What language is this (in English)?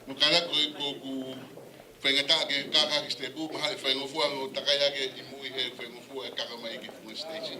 Tongan